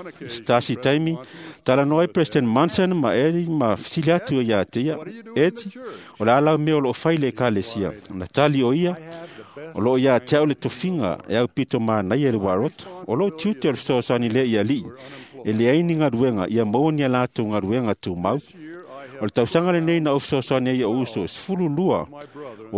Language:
Samoan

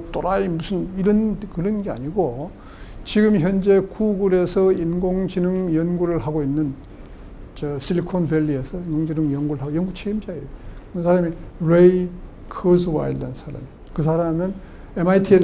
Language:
Korean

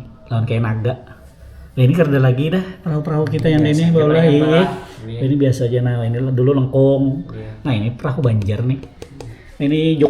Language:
Banjar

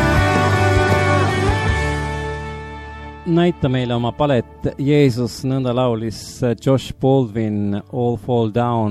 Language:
Estonian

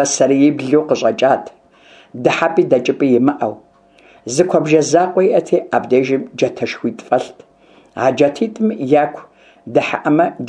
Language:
Kabardian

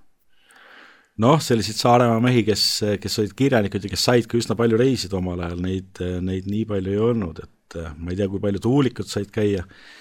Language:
Estonian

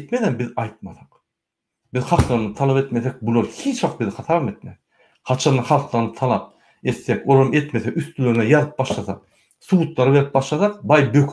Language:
Turkmen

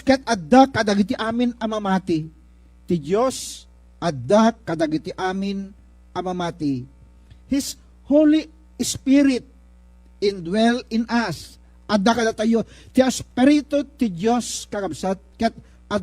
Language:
Iloko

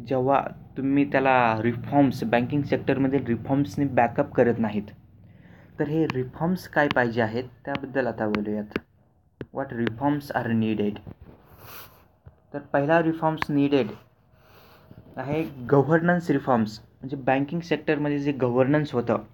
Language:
Marathi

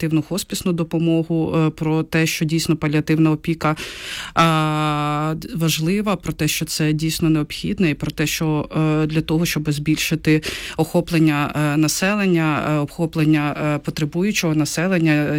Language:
Ukrainian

